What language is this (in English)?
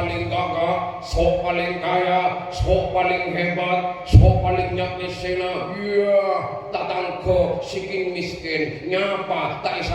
Madurese